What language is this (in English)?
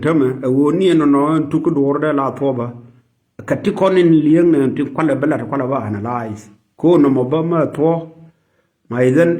Nuer